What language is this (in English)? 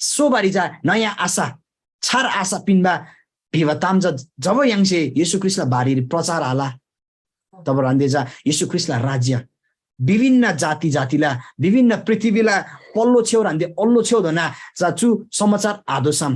Eastern Tamang